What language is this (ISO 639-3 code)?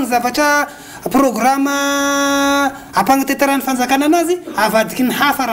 mlg